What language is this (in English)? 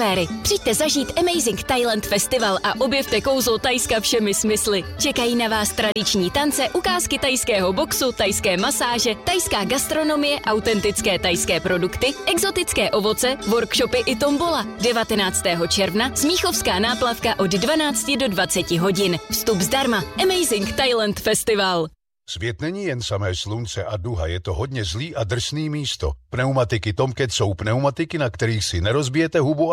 Czech